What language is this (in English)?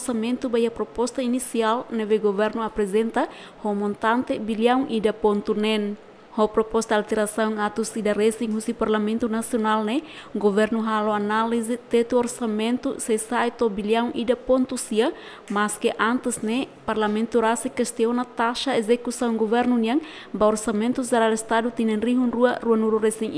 Tetum